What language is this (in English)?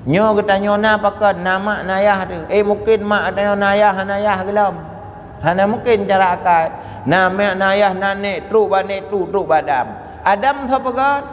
Achinese